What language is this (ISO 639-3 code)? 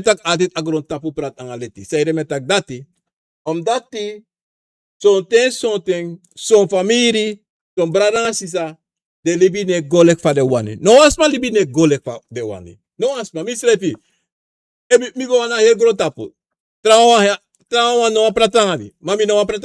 srn